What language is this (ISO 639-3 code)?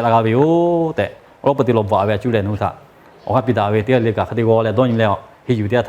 lhu